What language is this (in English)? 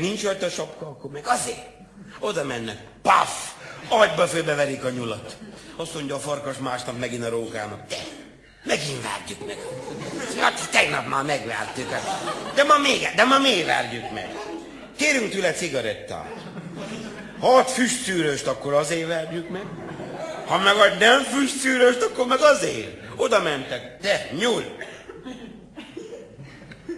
Hungarian